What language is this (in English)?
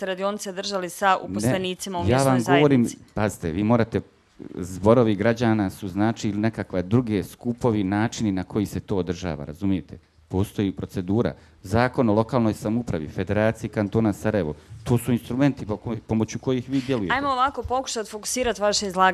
Bosnian